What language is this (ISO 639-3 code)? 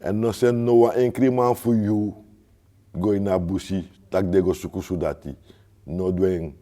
srn